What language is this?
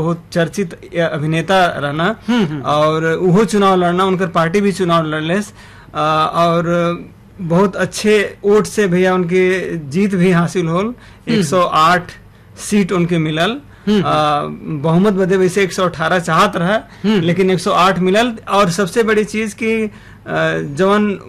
Bhojpuri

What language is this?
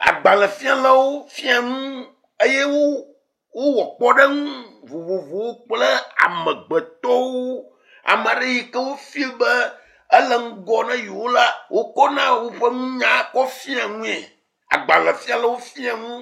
Ewe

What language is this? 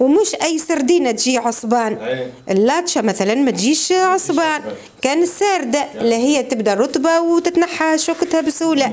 Tunisian Arabic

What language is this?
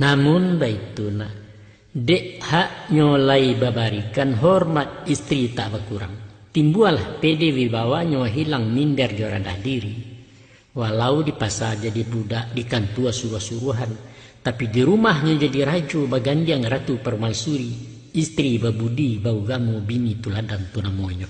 Minangkabau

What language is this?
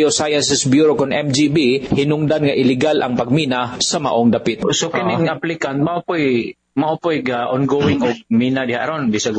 Cebuano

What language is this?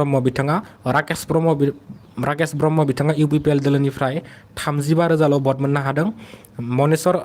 Bodo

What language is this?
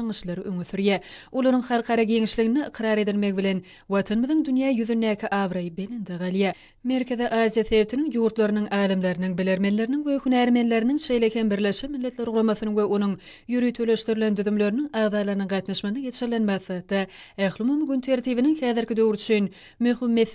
Turkmen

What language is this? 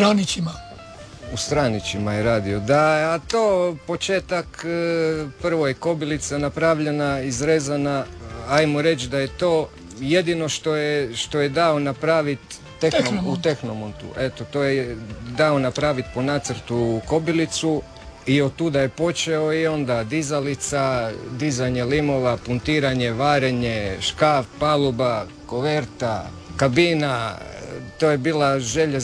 Croatian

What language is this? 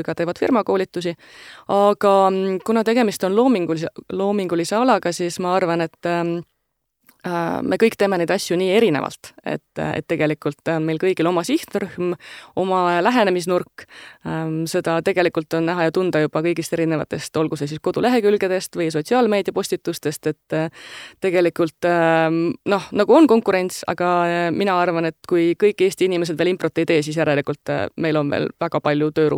Estonian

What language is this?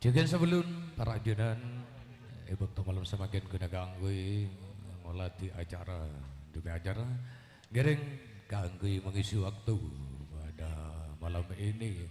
Madurese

